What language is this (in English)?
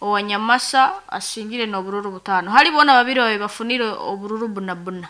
Nyankole